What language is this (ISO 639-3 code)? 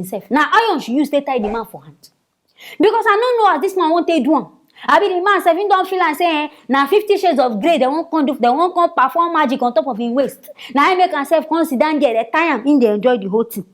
pcm